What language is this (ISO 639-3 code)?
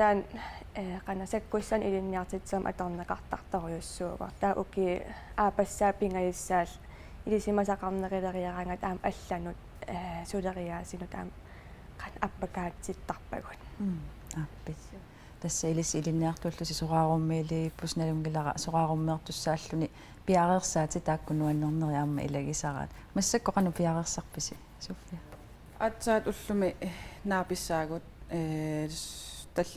kal